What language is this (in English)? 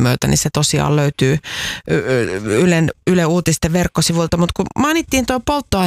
Finnish